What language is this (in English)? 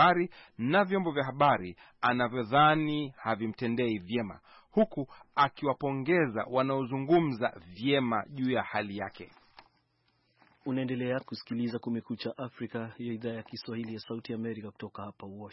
Swahili